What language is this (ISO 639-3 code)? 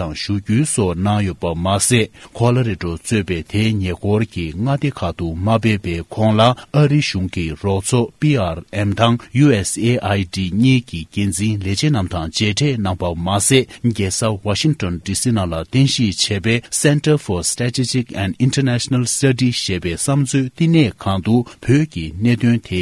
bod